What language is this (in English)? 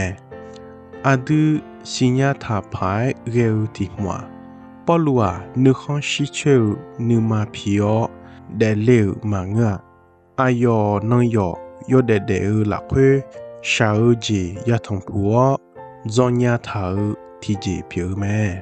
Akha